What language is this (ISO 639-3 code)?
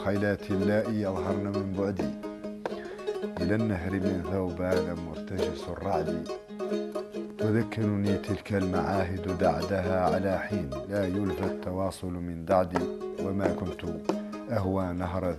ara